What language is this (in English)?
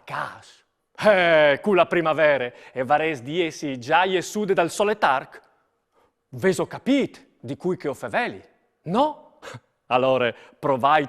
Friulian